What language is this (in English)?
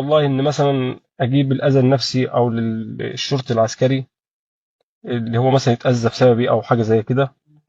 Egyptian Arabic